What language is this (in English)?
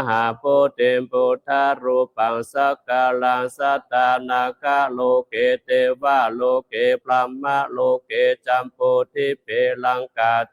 Pali